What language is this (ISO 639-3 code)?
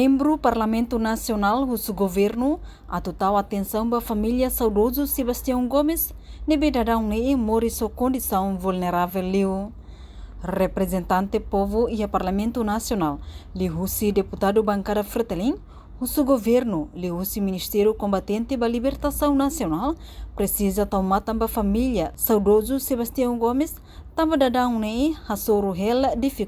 tet